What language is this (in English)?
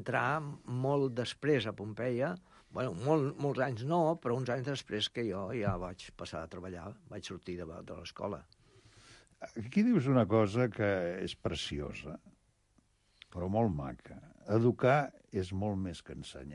Catalan